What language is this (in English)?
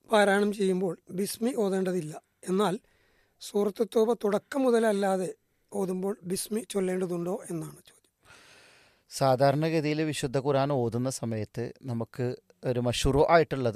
Malayalam